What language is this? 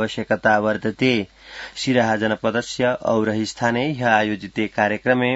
Sanskrit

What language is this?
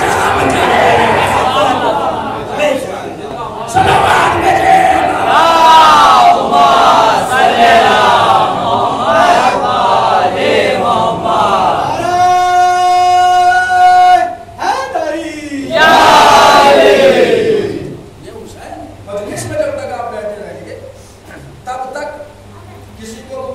Urdu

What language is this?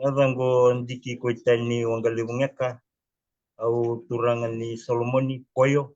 Fijian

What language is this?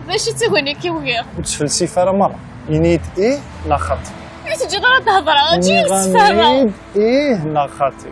Kabyle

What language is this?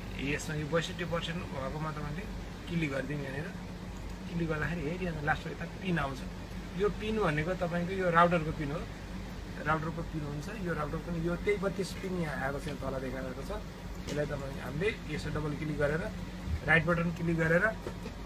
Nepali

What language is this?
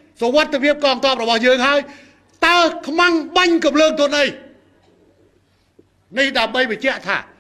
Khmer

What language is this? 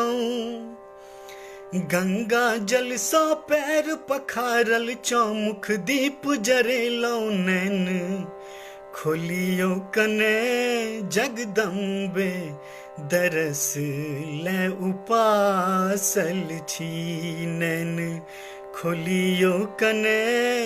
Maithili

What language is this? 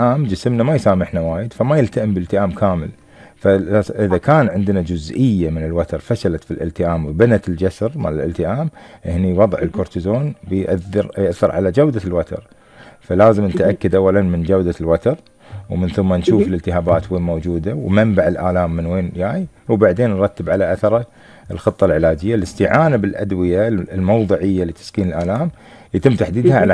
Gulf Arabic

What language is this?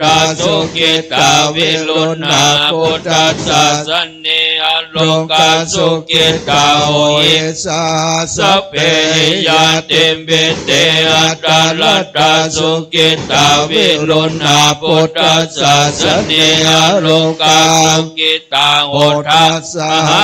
Pali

